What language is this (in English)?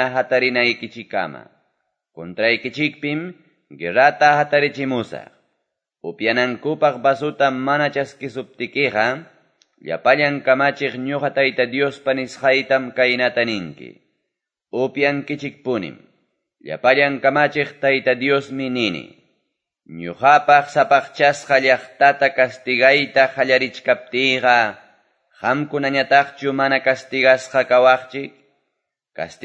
Quechua